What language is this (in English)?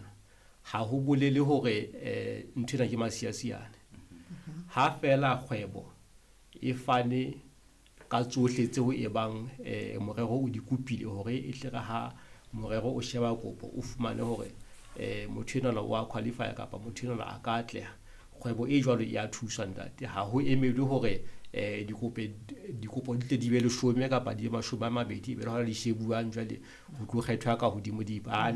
Southern Sotho